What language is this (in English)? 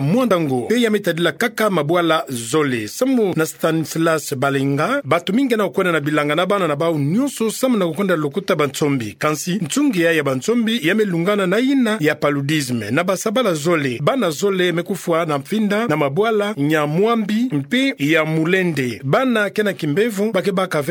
Kituba (Democratic Republic of Congo)